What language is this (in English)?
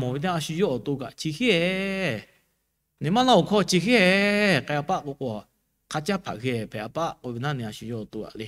Lahu